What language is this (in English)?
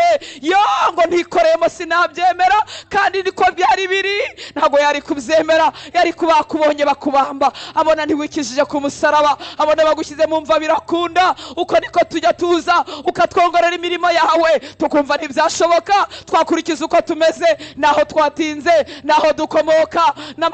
Kinyarwanda